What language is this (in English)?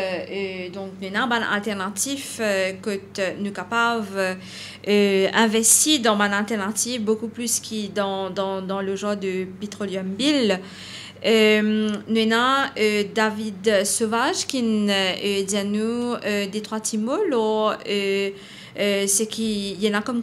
Morisyen